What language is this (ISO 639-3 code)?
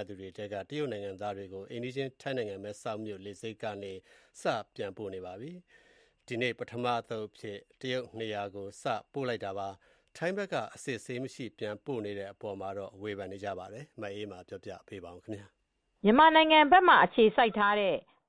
mya